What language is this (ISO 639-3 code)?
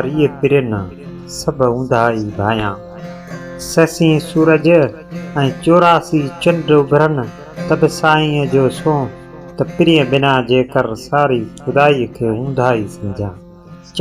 snd